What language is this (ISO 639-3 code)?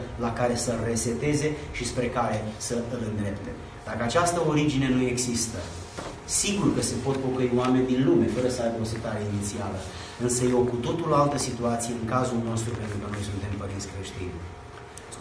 ron